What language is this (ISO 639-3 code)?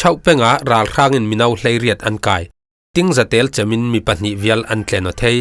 cfm